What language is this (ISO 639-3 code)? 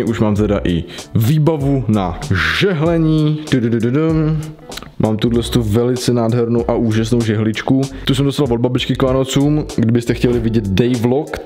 ces